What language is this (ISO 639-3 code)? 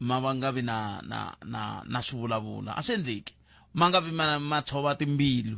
tso